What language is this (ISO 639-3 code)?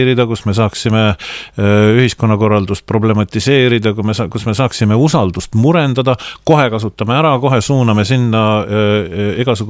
est